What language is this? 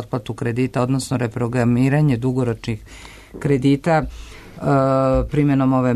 Serbian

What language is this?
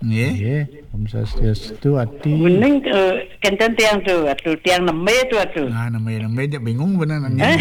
Balinese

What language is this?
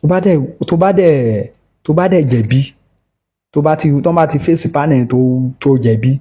Yoruba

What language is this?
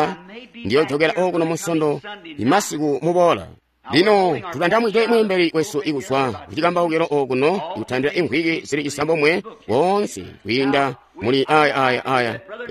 Tonga (Zambia)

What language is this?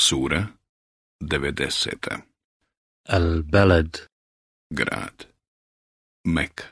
Croatian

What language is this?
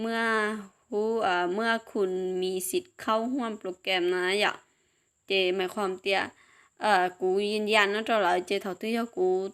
Hmong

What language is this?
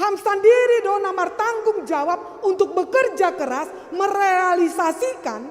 Batak Simalungun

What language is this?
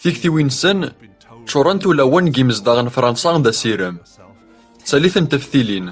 Kabyle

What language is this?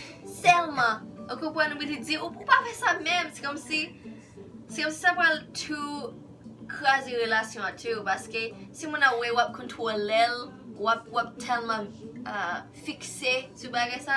Haitian Creole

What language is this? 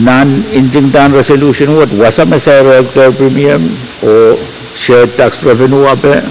Pohnpeian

